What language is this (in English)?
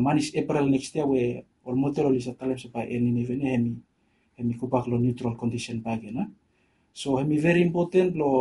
Bislama